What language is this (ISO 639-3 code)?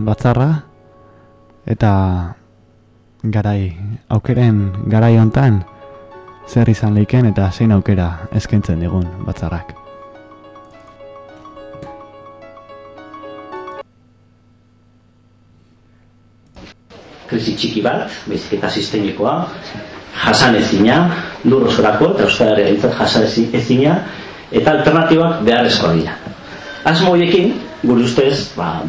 eus